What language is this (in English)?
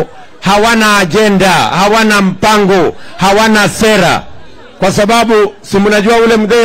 Swahili